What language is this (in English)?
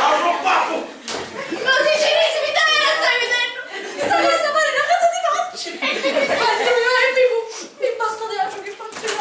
Sicilian